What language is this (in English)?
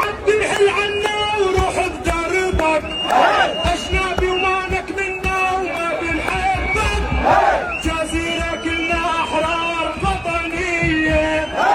North Levantine Arabic